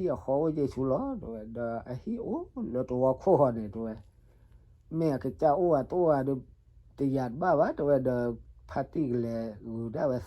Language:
S'gaw Karen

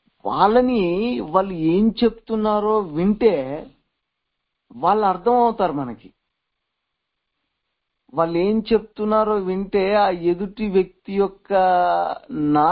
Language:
Telugu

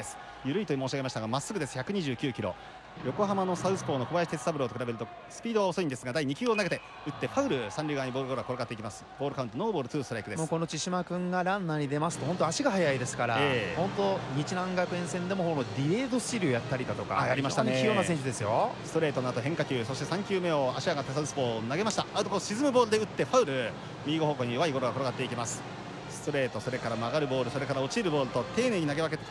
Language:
Japanese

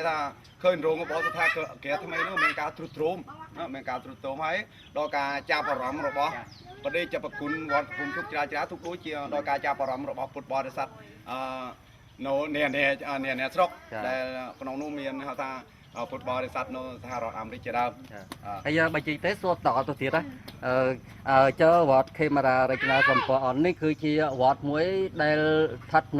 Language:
Khmer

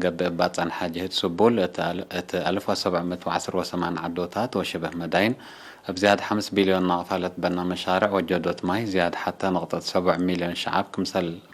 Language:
Tigre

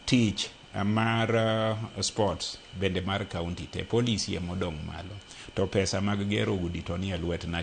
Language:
Luo (Kenya and Tanzania)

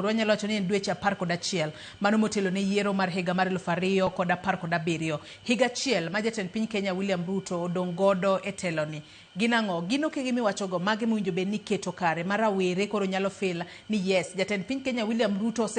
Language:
Luo (Kenya and Tanzania)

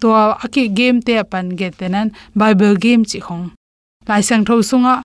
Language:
Tedim Chin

